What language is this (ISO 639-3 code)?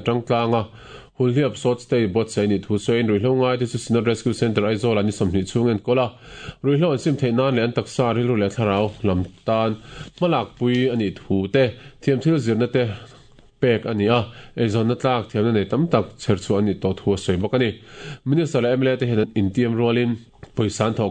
lus